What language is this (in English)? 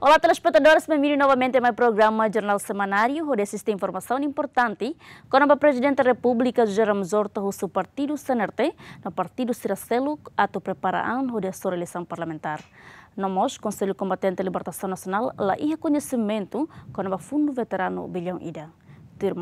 Tetum